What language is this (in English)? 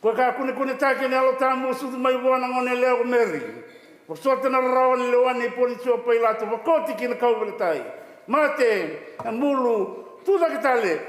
Fijian